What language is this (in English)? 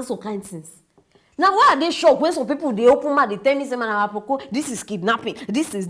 Nigerian Pidgin